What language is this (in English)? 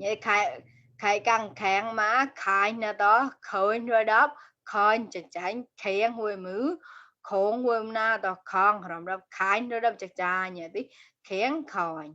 Mon